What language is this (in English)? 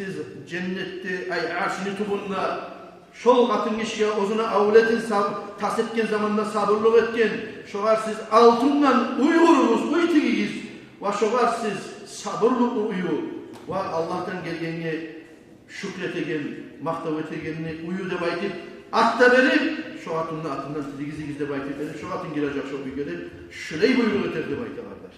Kumyk